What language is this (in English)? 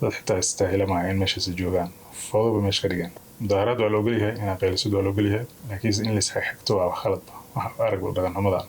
Somali